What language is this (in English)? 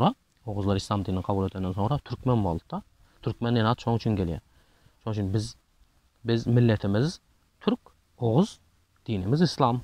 Turkmen